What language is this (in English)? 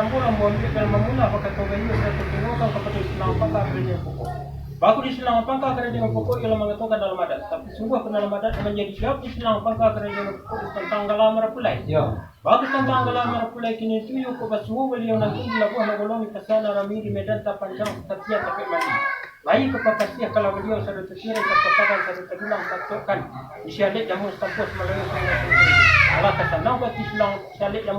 Minangkabau